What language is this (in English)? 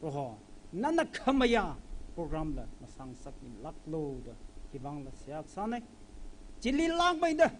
Tangkhul Naga (India)